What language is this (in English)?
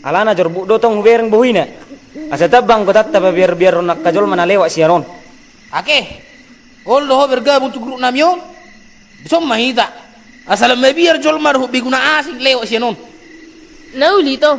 Batak Toba